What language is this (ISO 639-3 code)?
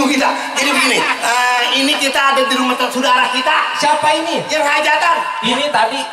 bew